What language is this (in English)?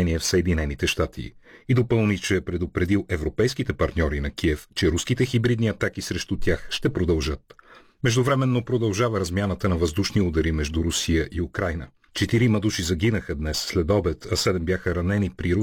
Bulgarian